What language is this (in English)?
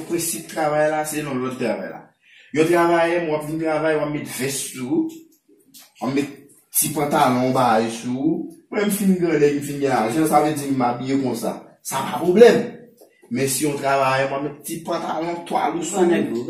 Haitian Creole